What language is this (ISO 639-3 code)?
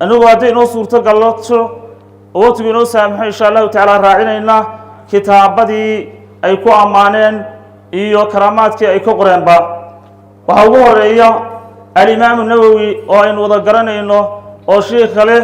som